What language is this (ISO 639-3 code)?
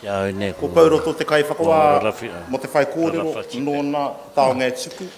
mri